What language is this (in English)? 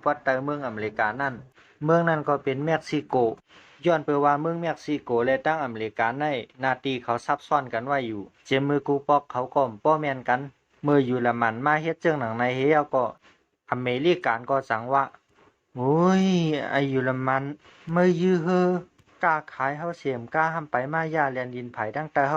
Shan